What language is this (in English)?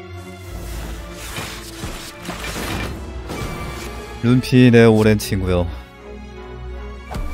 Korean